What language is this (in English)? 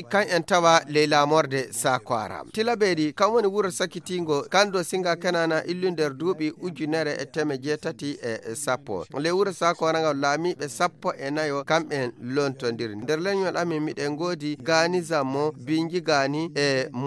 Fula